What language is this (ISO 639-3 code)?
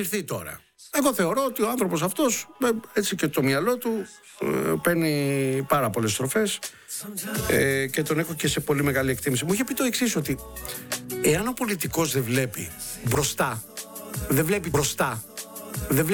ell